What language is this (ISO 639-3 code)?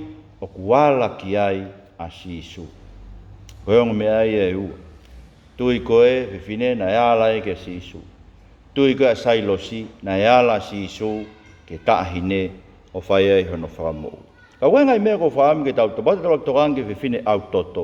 ton